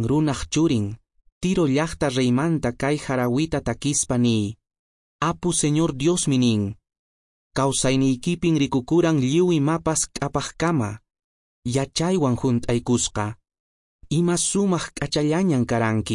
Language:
Quechua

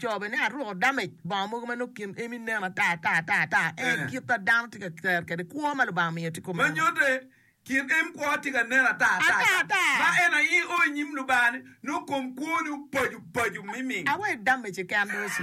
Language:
Acoli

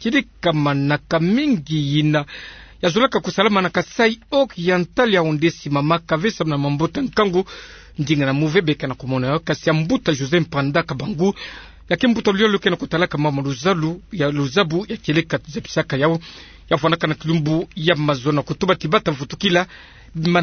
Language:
Kituba (Democratic Republic of Congo)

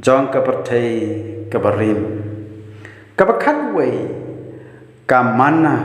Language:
Khasi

